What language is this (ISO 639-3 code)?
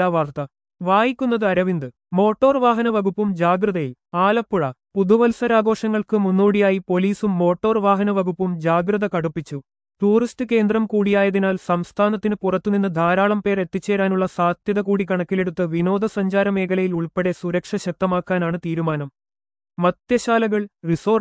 mal